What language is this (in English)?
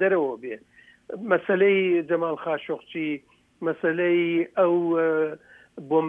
Central Kurdish